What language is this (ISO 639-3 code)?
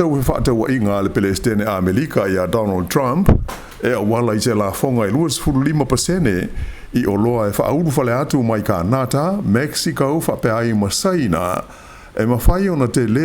smo